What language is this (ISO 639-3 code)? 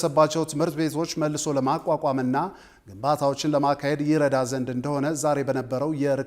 amh